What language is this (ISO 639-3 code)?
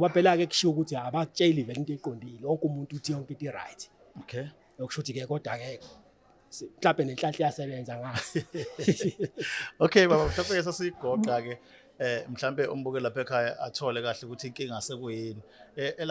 zul